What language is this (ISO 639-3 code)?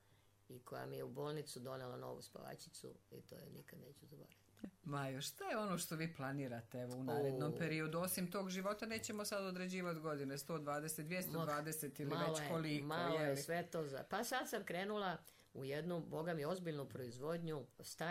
srp